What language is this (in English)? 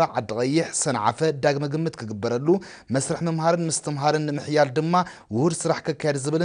Tigrinya